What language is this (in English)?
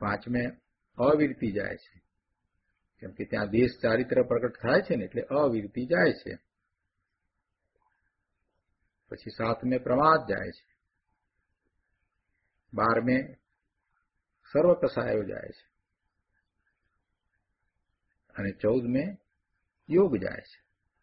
Gujarati